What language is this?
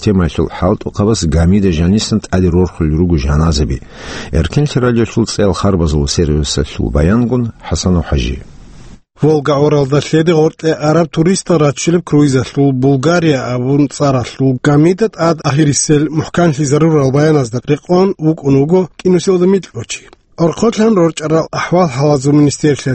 Avaric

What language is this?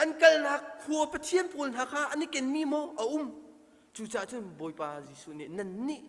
Hakha Chin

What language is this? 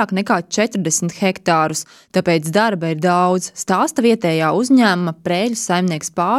Latvian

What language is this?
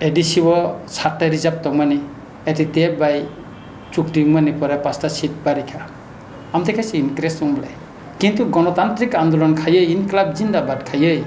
Kok Borok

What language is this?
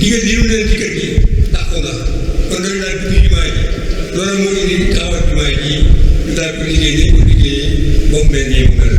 Wolof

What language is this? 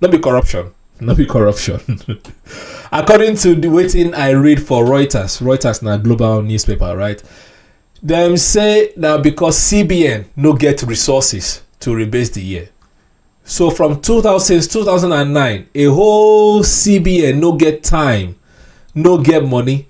Nigerian Pidgin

